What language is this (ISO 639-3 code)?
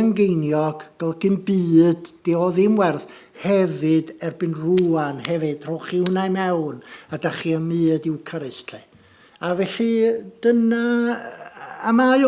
cym